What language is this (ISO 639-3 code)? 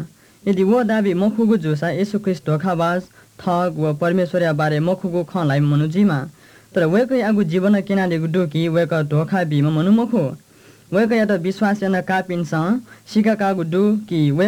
new